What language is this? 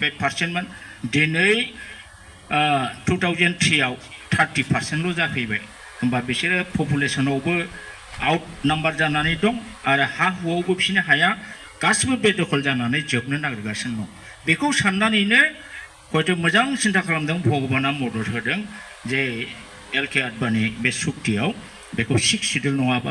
Bodo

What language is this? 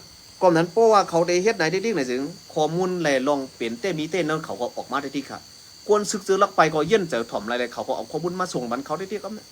Shan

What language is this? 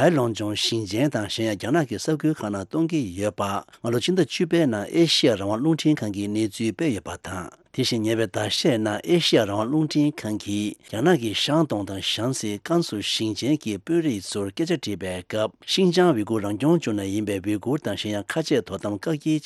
Tibetan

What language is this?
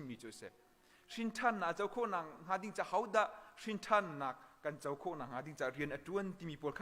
Hakha Chin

